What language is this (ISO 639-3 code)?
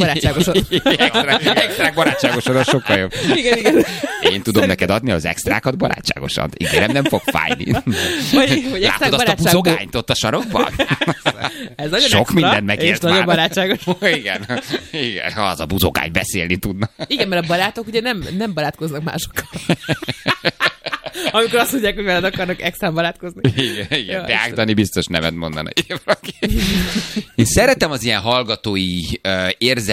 hun